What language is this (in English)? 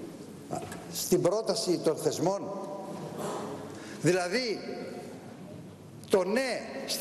Greek